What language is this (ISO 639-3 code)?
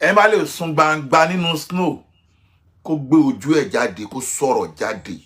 yor